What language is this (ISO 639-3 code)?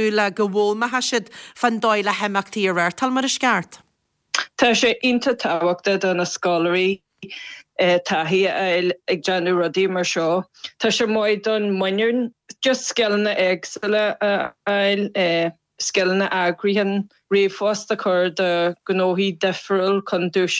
gle